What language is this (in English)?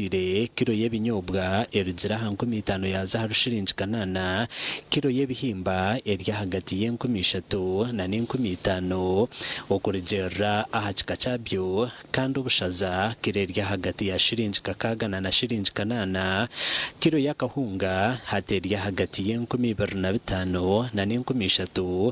Nyankole